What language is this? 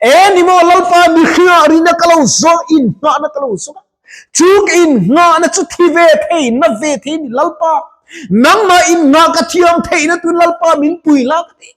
Mizo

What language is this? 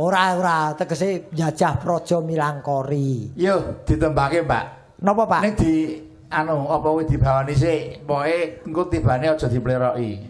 Javanese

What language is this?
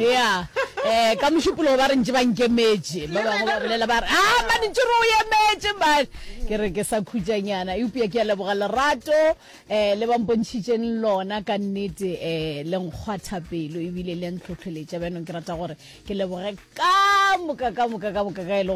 Northern Sotho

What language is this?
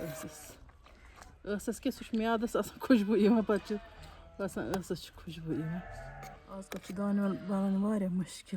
Kashmiri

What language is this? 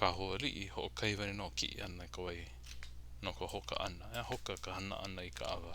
Hawaiian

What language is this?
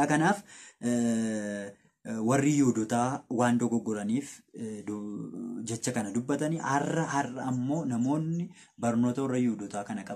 Oromo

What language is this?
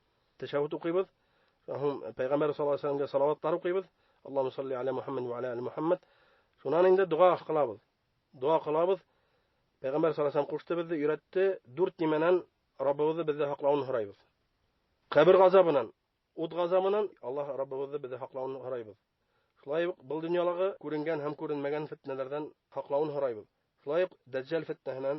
Bashkir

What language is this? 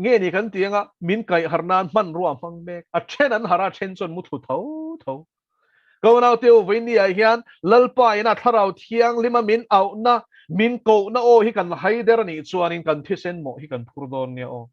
Mizo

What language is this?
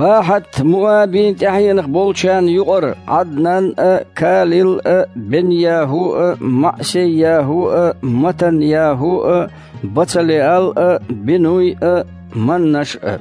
Chechen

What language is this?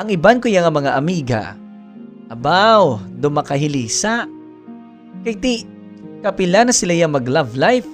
Hiligaynon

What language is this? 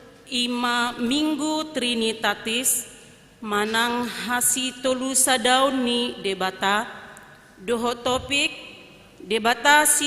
Batak Toba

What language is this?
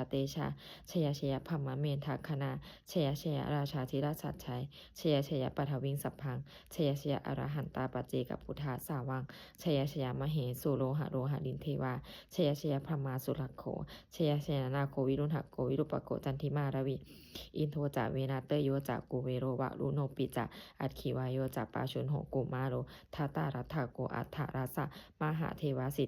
Pali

